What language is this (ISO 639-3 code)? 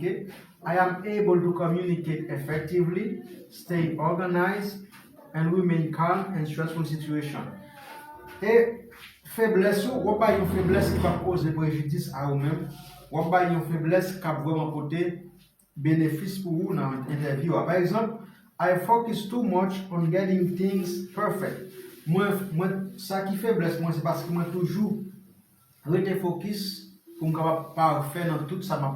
hat